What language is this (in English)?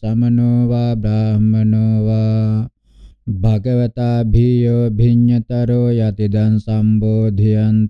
Pali